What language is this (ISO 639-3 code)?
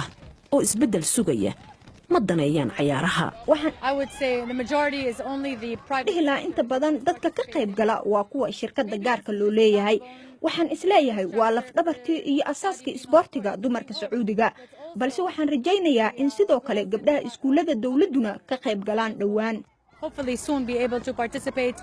som